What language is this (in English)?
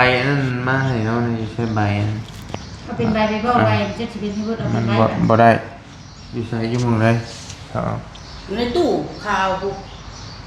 Northeastern Thai